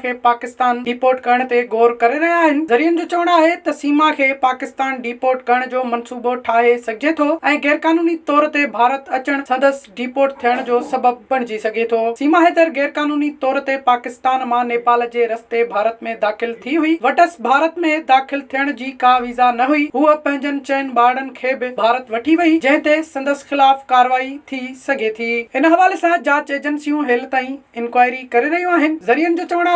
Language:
Sindhi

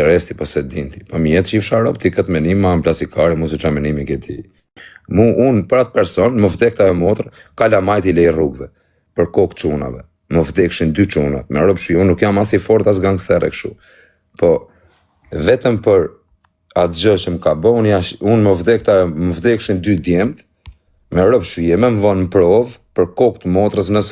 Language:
Albanian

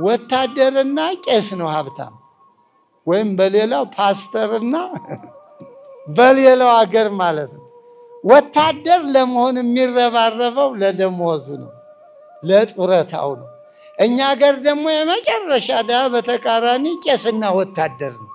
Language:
Amharic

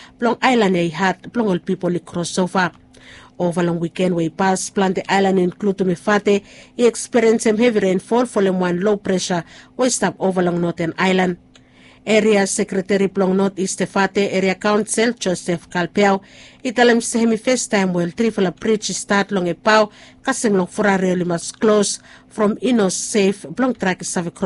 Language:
Bislama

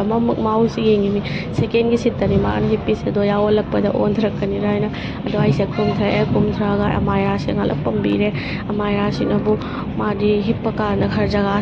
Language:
Manipuri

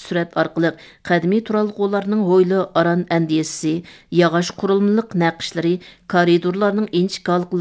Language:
Uyghur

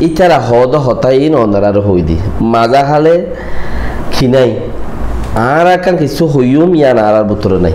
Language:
Rohingya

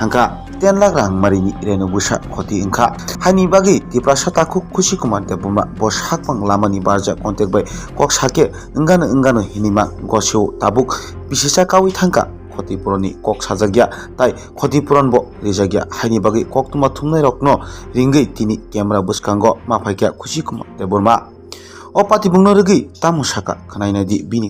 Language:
Kok Borok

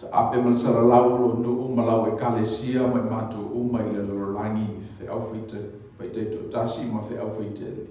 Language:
Samoan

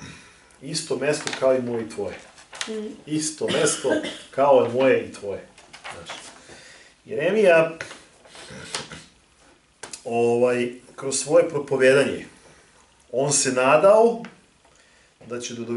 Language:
Serbian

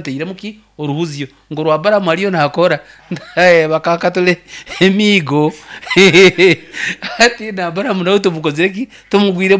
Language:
Nyoro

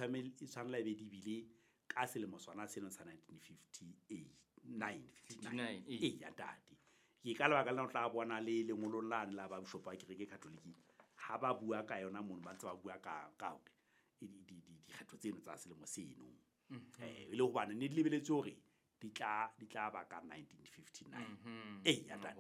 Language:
Southern Sotho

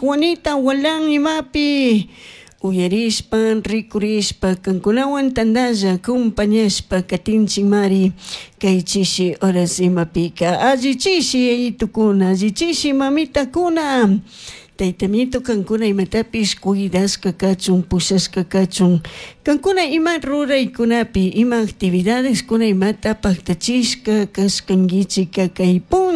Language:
Chimborazo Highland Quichua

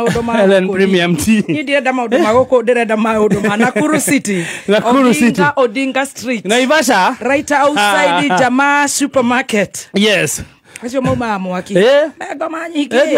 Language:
Kikuyu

